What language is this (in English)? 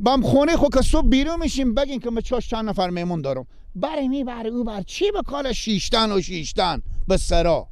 Persian